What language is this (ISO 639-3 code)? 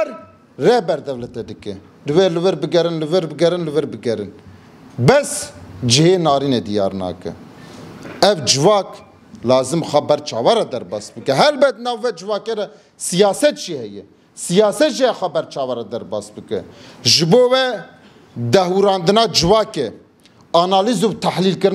kur